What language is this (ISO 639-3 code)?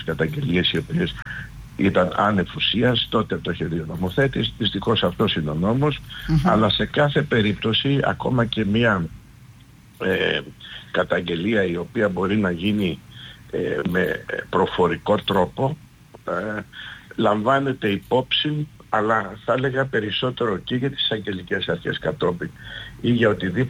ell